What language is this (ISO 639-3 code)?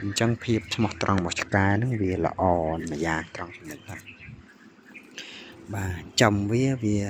khm